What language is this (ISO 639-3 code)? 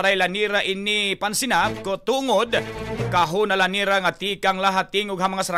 war